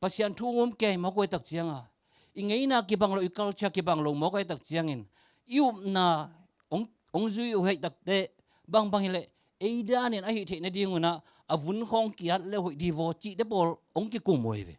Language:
Tedim Chin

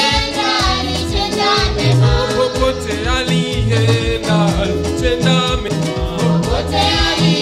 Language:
Swahili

